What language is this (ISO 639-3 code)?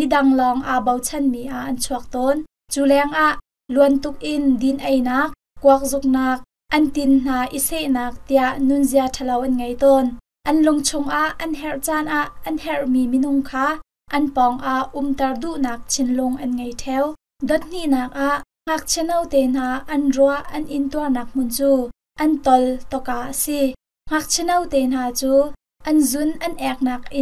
cnh